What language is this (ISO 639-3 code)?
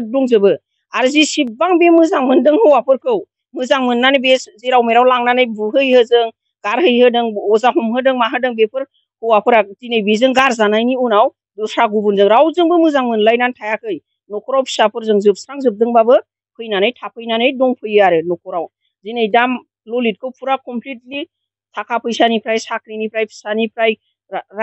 brx